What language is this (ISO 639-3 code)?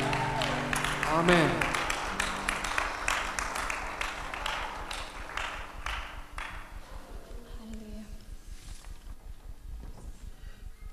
isl